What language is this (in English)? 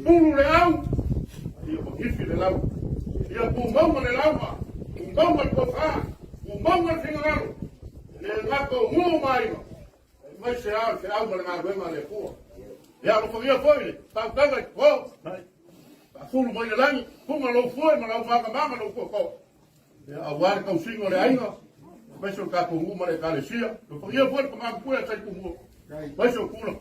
Samoan